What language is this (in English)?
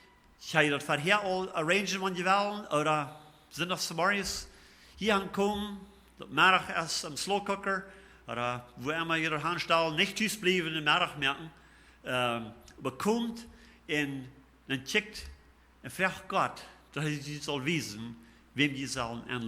Plautdietsch